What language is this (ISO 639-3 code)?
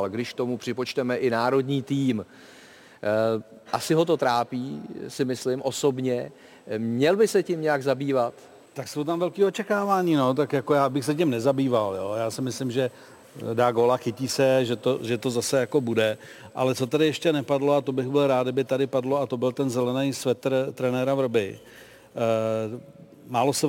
ces